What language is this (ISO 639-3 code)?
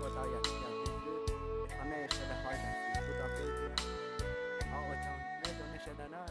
hmn